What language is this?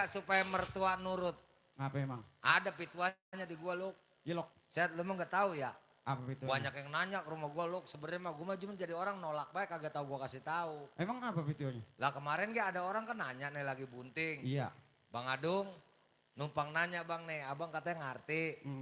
Betawi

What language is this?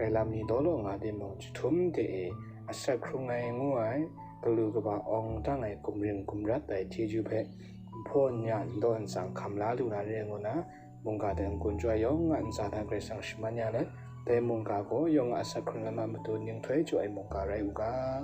Kachin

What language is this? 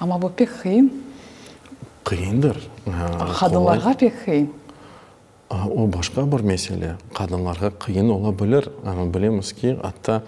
Crimean Tatar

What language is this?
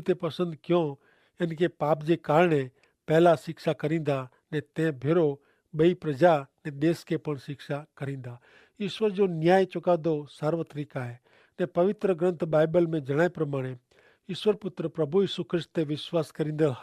Kachhi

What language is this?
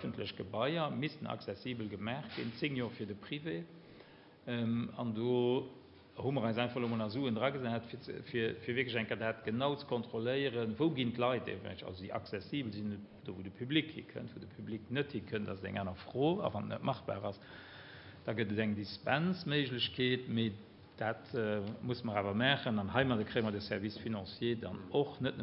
Luxembourgish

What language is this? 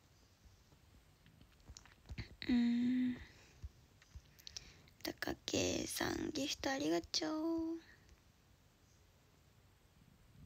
Japanese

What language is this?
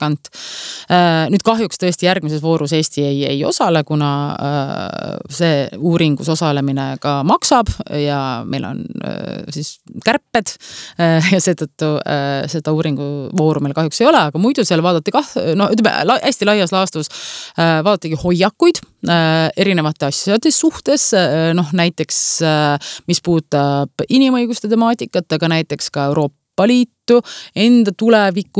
Estonian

